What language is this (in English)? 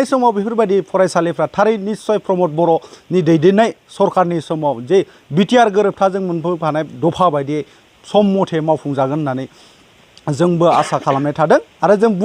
Bodo